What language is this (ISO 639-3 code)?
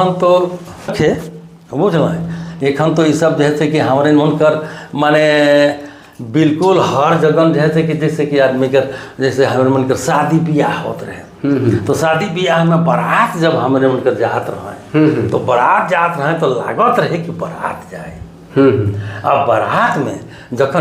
sck